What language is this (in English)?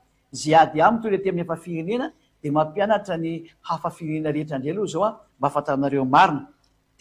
Malagasy